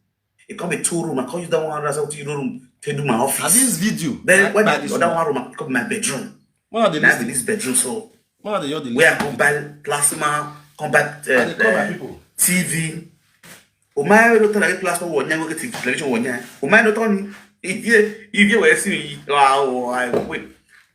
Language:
Nigerian Pidgin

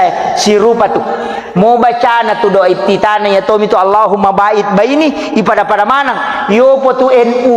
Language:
Buginese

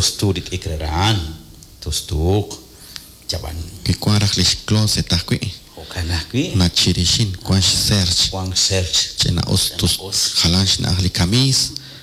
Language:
Kekchí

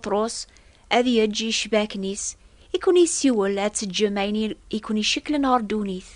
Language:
Kabyle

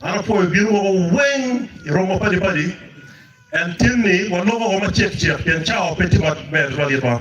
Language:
Acoli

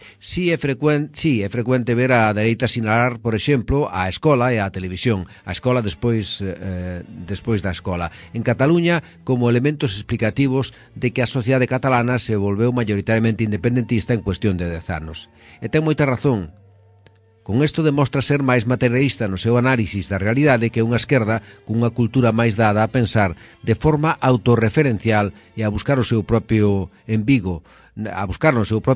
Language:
Galician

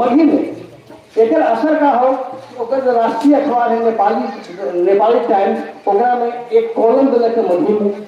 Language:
Magahi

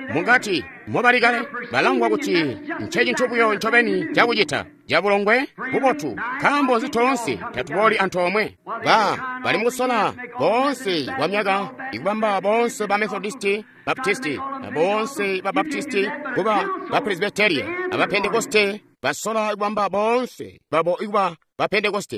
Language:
Tonga (Zambia)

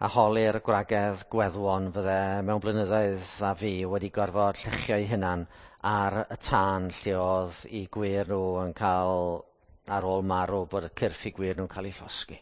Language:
Welsh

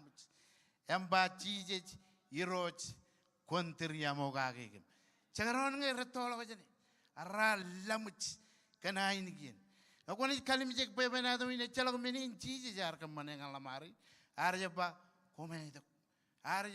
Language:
Marshallese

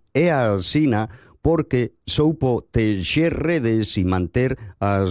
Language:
Galician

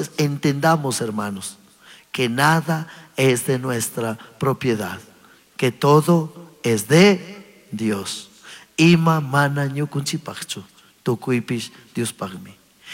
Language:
Chimborazo Highland Quichua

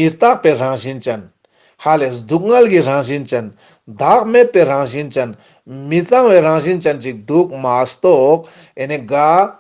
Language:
Ladakhi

